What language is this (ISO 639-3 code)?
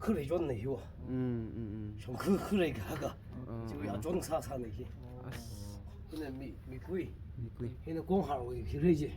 nmf